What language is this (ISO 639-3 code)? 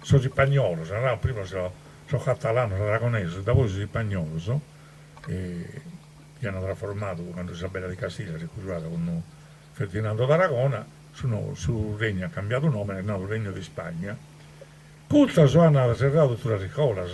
srd